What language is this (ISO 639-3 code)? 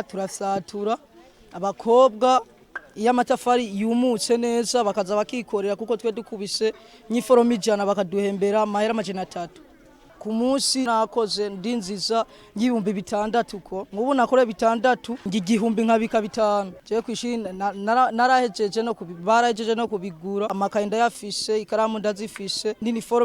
run